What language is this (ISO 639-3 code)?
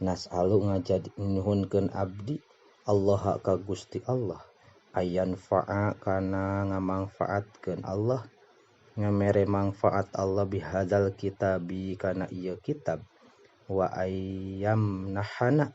sun